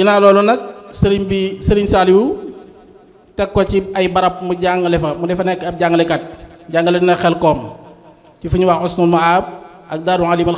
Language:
Wolof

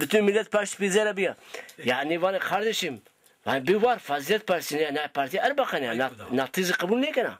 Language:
Zaza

